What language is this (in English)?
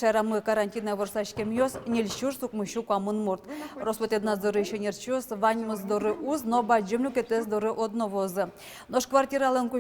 Udmurt